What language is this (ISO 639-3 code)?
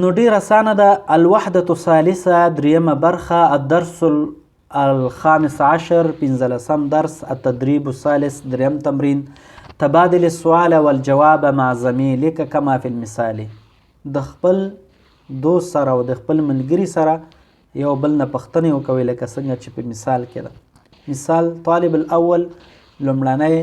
pus